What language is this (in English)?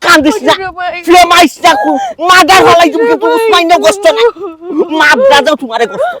Sylheti